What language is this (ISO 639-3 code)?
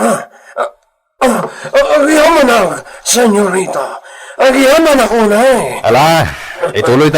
ilo